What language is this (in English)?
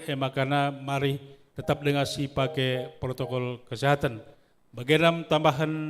Batak Karo